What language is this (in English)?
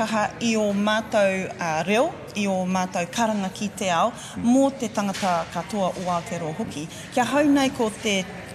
Māori